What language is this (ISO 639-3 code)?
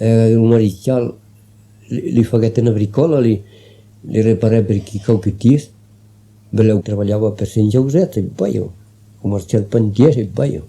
oci